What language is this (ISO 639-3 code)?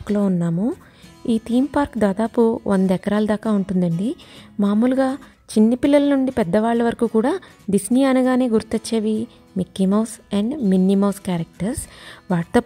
tel